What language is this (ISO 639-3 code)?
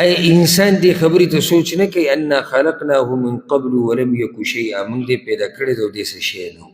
pus